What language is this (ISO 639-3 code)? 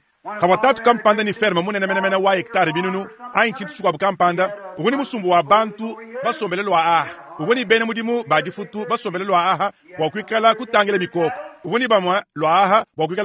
lua